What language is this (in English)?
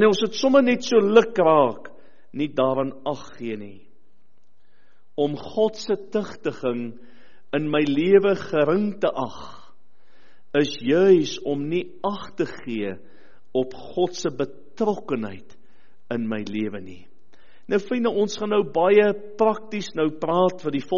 Afrikaans